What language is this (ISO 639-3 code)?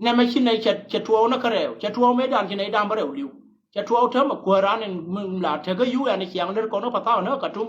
nus